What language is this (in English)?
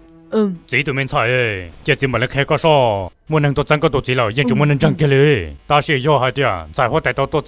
Hmong